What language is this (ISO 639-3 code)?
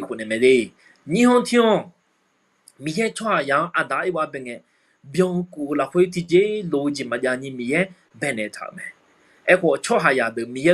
ahk